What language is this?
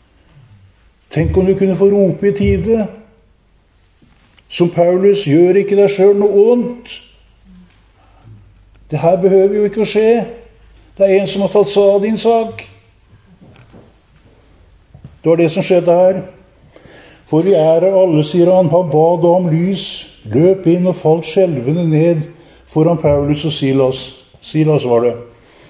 Norwegian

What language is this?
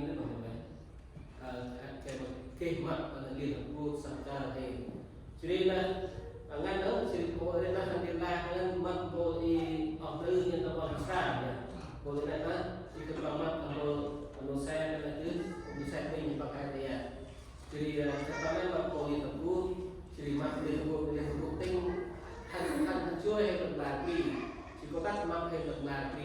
Central Mnong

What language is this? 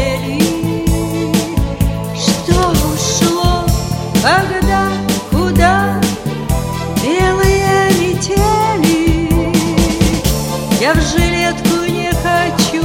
Russian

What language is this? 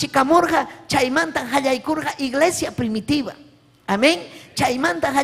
Ayacucho Quechua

